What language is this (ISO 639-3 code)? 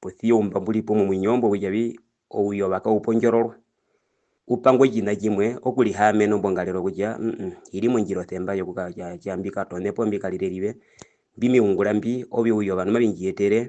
her